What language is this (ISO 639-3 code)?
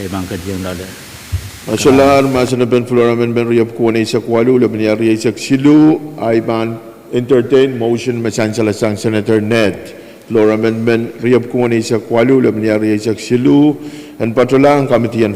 pon